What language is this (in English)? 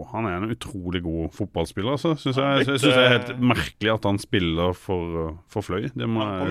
Norwegian